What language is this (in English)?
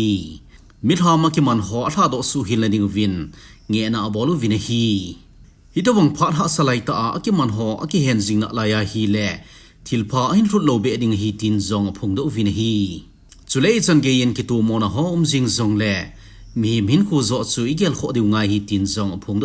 Thado Chin